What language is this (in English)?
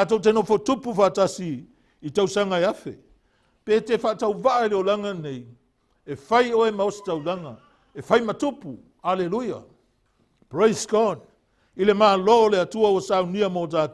Samoan